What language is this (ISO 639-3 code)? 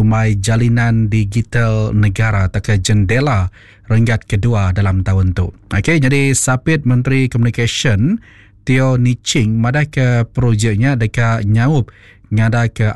iba